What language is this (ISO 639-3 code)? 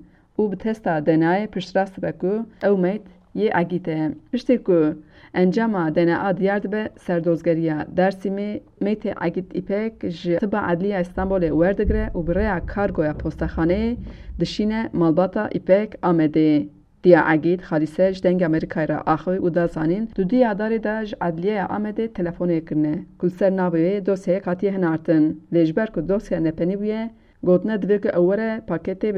kur